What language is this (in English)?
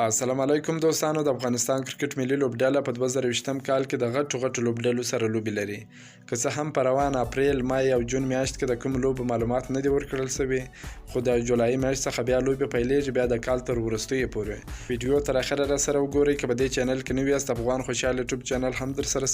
Pashto